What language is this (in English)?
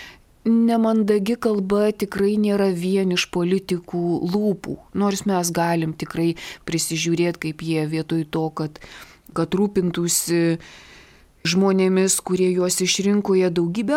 Lithuanian